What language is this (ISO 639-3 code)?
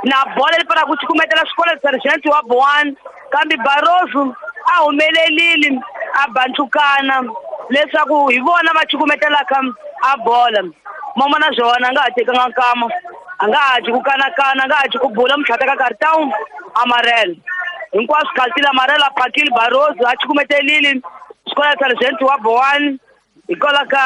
tso